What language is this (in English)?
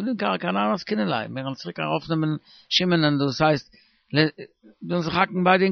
Yiddish